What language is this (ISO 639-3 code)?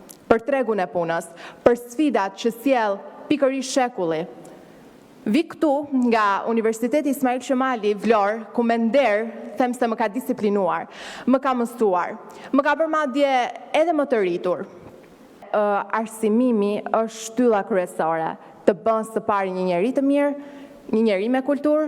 sqi